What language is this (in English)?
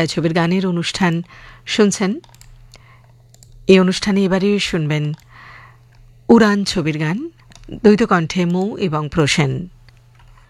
Bangla